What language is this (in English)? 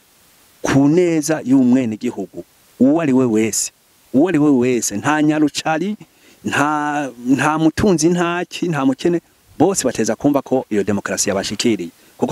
Rundi